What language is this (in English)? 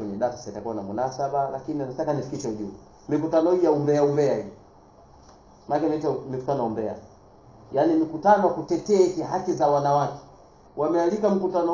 Swahili